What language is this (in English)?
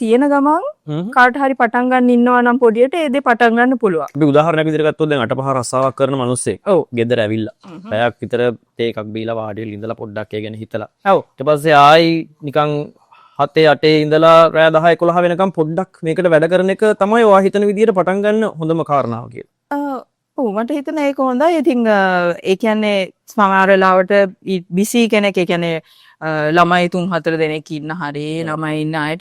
Sinhala